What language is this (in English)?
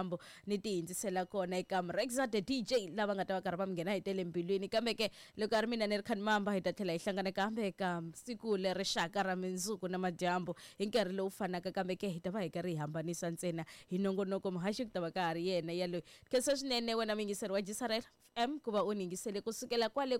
Tsonga